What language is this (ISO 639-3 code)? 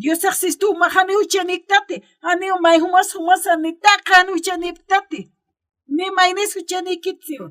aym